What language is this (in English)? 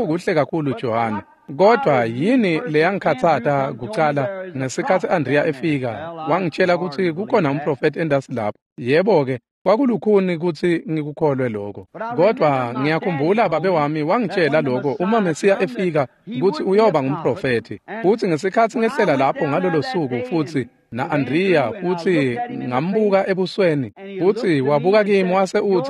Swati